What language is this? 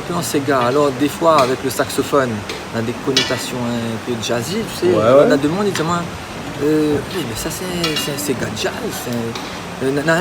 Réunion Creole French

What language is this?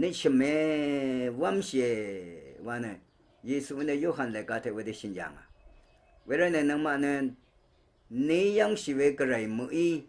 Rawang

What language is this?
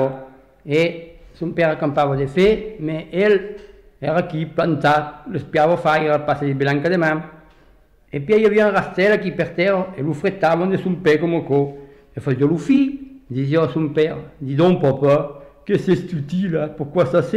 Occitan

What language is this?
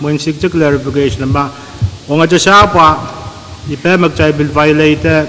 Pohnpeian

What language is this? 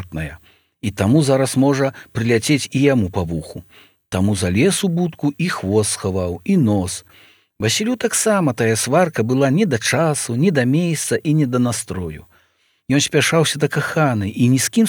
Belarusian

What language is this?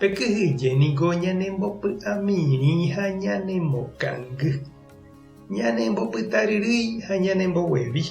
Guarani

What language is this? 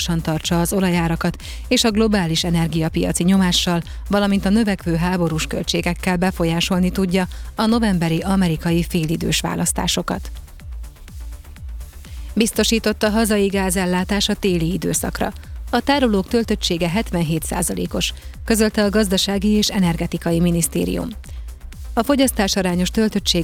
Hungarian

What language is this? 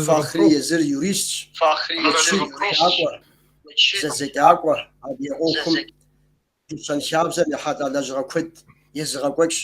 Kabardian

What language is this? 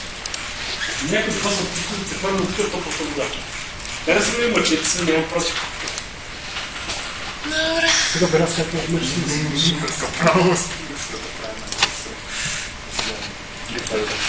Bulgarian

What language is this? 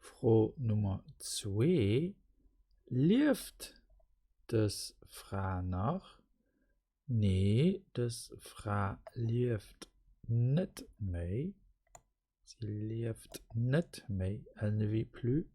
Luxembourgish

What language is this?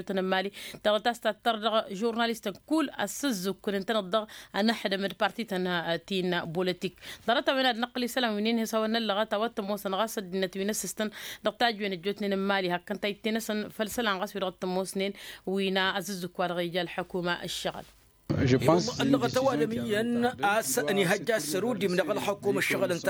Tamasheq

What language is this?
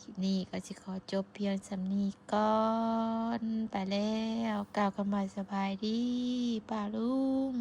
Northeastern Thai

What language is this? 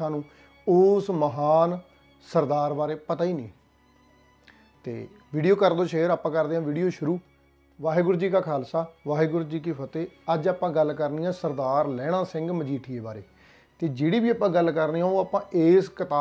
Punjabi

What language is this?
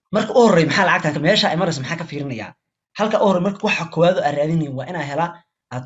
Somali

